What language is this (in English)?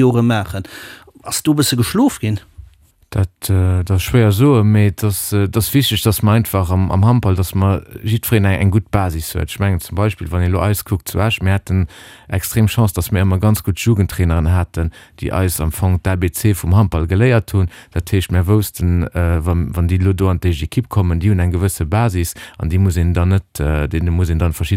Luxembourgish